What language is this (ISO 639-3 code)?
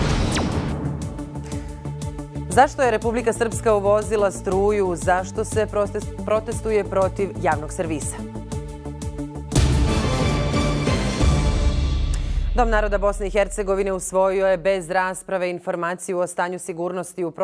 bos